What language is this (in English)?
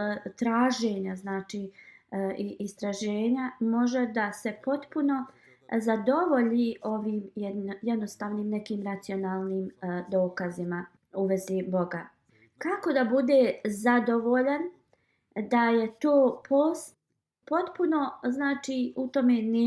Bosnian